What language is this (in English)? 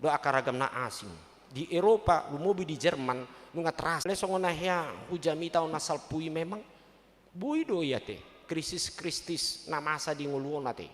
Batak Toba